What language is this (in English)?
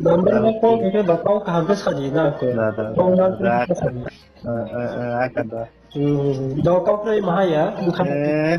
Riang (India)